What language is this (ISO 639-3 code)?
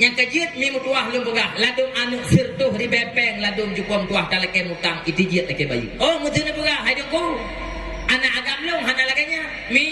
ace